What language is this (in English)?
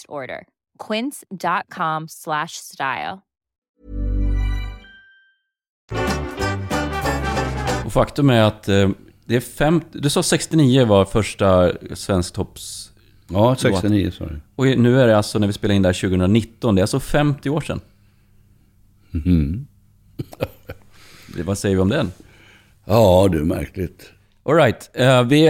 Swedish